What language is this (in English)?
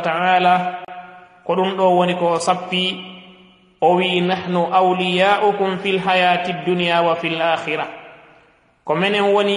Fula